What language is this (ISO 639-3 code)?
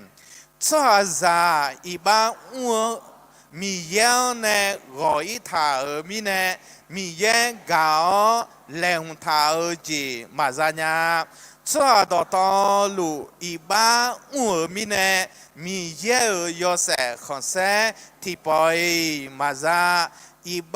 ahk